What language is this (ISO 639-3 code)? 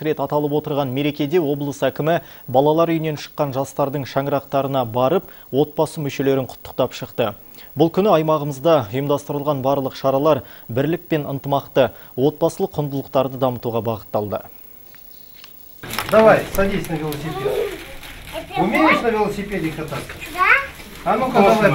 kaz